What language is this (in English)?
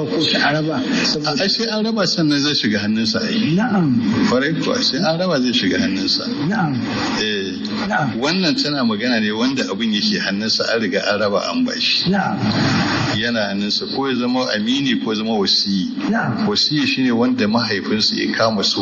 Hausa